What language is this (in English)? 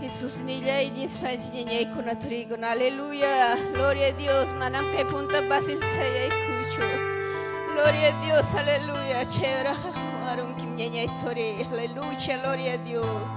Ayacucho Quechua